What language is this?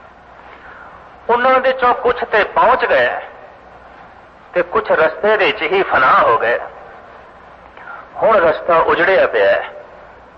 Punjabi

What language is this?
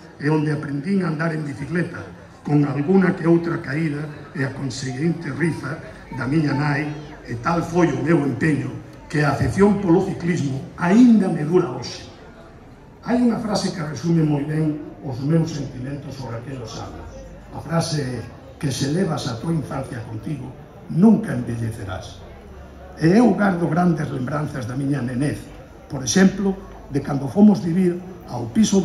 Galician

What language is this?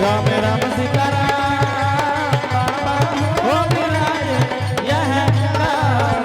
Angika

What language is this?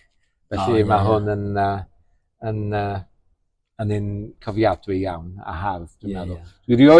Welsh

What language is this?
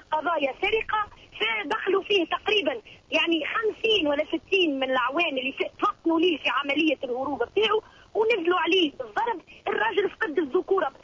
Tunisian Arabic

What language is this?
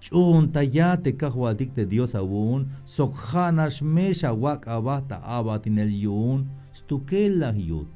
Tzeltal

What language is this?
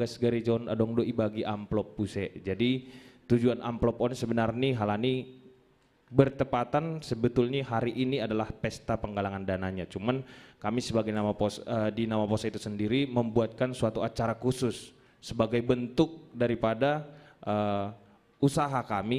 Batak Simalungun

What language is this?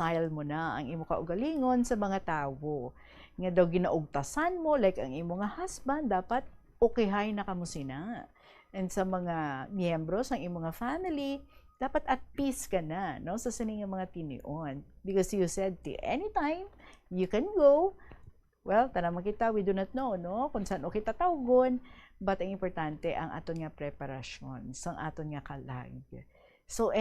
Hiligaynon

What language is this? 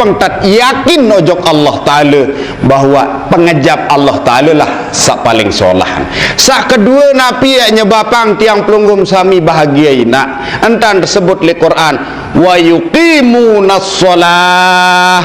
Sasak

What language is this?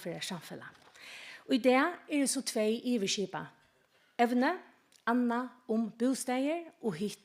Faroese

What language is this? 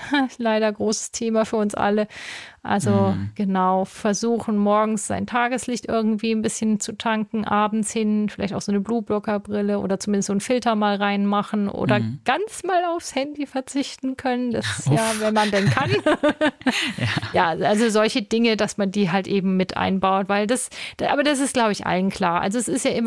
German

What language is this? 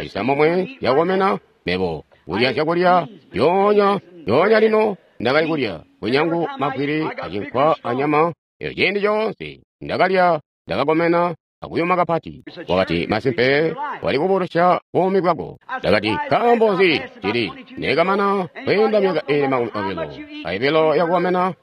Tonga (Zambia)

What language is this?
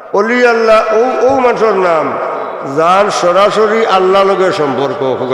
Sylheti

